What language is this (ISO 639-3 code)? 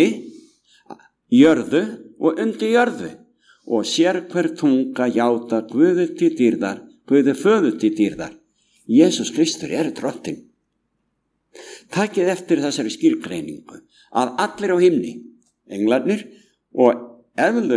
isl